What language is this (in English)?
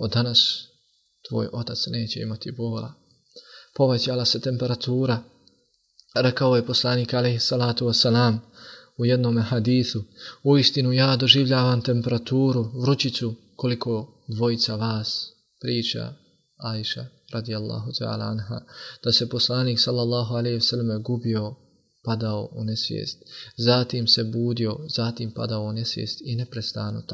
Bosnian